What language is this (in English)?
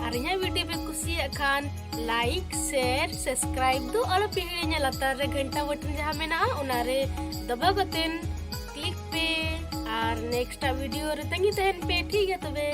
Santali